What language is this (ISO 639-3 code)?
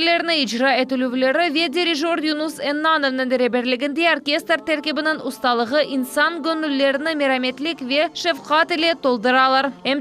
crh